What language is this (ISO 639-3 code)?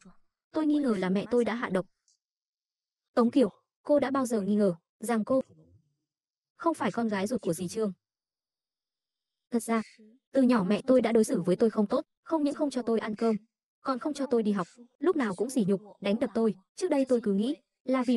vie